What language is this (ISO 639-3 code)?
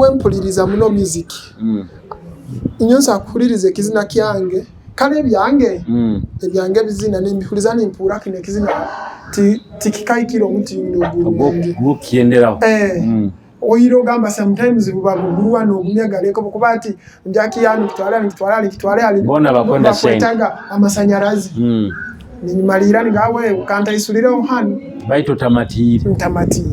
nyo